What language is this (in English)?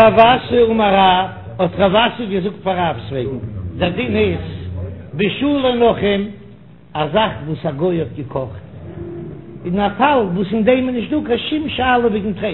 Yiddish